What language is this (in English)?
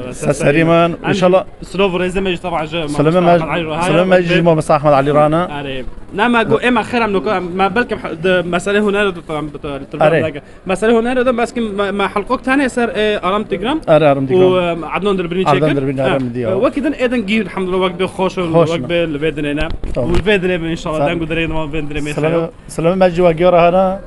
Kurdish